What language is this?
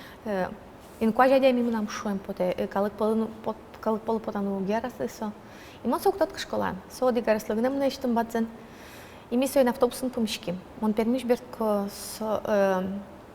Udmurt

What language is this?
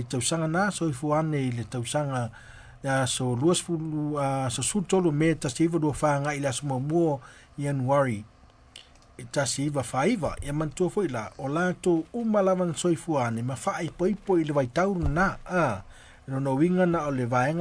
Samoan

